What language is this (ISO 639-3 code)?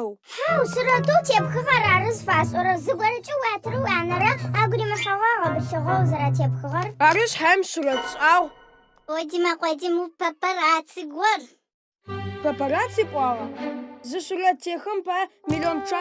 ady